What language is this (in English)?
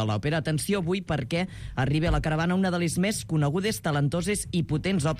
Catalan